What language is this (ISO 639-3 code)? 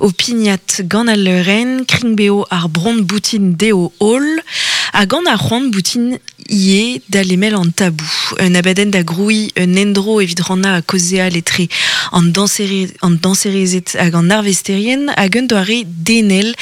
bre